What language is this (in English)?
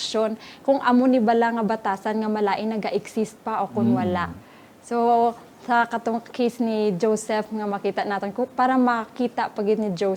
Hiligaynon